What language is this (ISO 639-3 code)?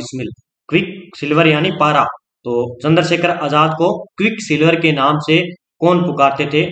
hin